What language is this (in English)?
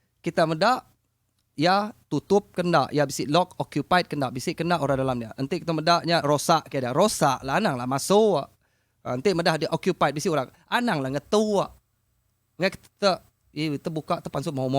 Iban